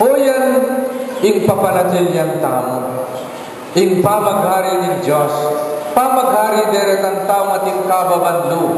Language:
Pampanga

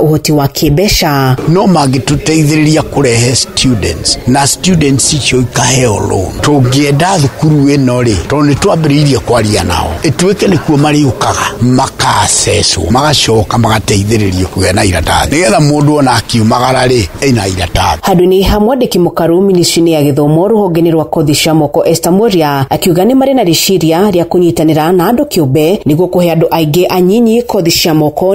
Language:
Kikuyu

